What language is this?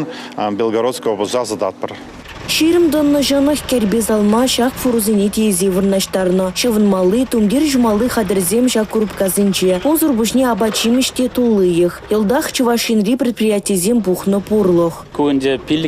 Chuvash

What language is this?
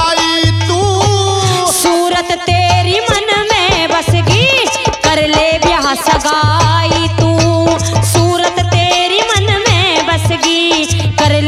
Haryanvi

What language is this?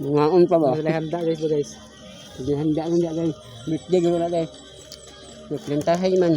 Cebuano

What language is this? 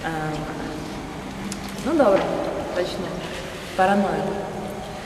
Ukrainian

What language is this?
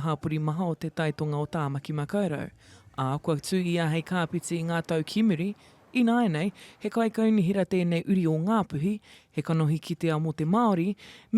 Māori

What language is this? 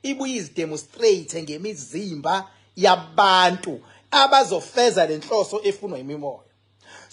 Zulu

